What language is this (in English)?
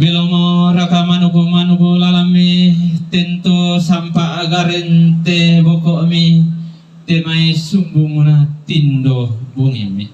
Toraja-Sa'dan